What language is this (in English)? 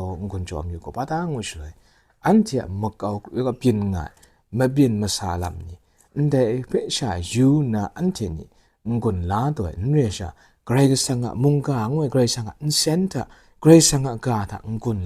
Kachin